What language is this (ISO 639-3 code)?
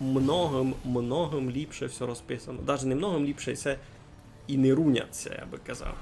rue